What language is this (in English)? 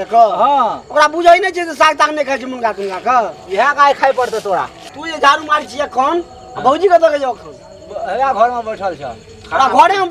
Maithili